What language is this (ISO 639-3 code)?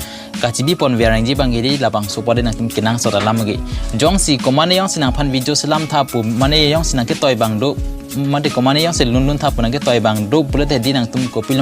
mjw